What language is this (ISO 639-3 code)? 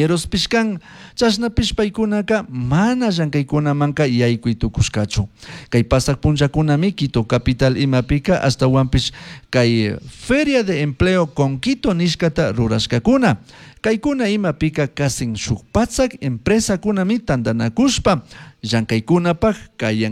qug